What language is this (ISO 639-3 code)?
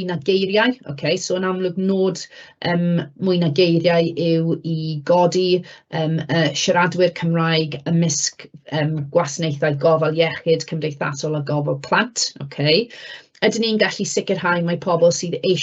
cym